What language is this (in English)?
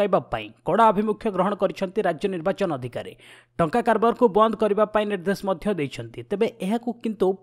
Odia